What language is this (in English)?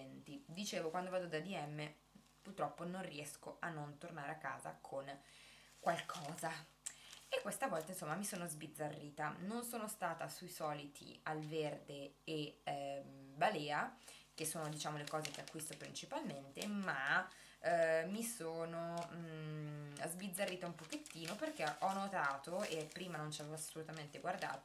Italian